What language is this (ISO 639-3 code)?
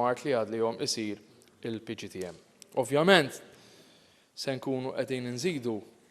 mlt